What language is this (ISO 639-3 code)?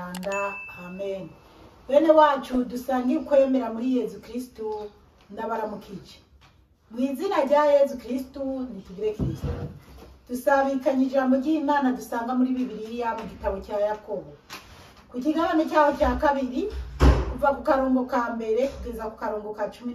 run